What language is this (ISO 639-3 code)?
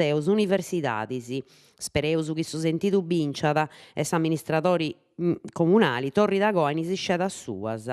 srd